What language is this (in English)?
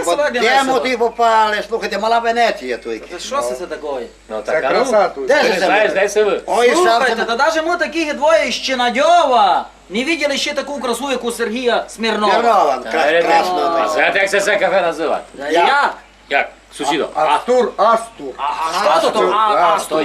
Rusyn